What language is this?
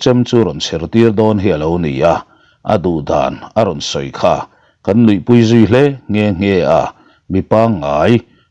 Mizo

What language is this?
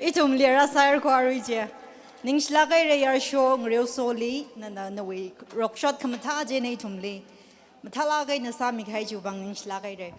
Tangkhul Naga (India)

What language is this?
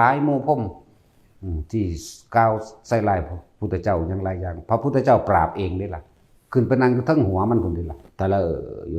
Northeastern Thai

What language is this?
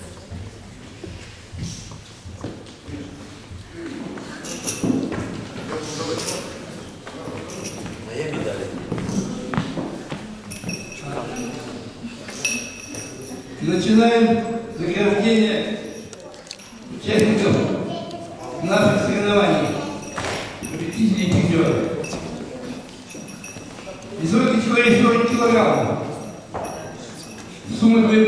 Russian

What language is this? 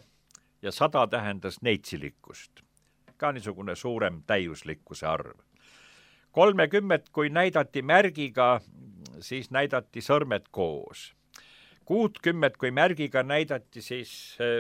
Estonian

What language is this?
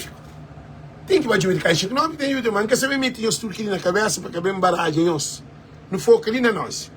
Kabuverdianu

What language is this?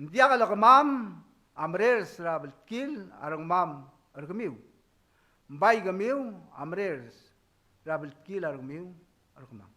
Palauan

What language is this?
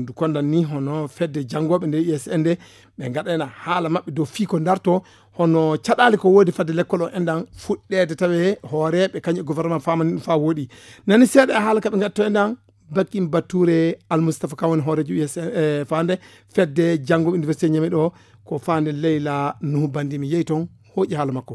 Fula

